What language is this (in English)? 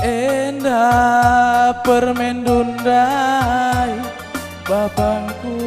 Batak Karo